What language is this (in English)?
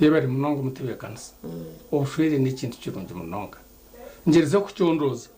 Nyankole